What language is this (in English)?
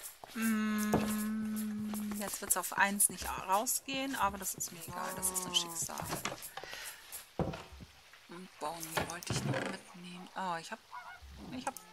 German